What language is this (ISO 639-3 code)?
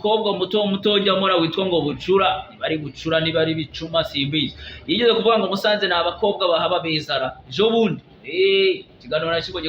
kin